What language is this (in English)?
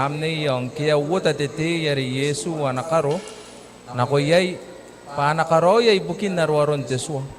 Gilbertese